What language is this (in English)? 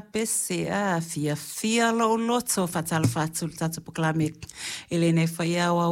Samoan